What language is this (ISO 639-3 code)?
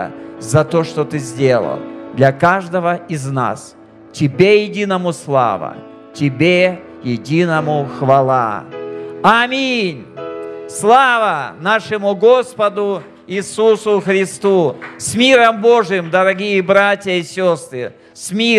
rus